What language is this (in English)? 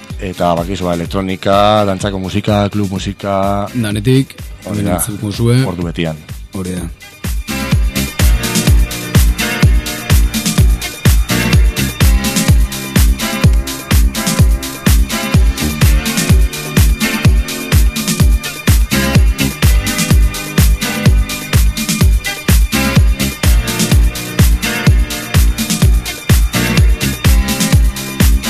Basque